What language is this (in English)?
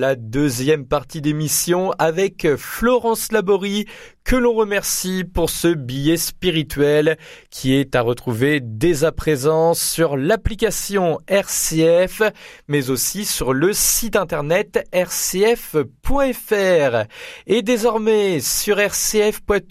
French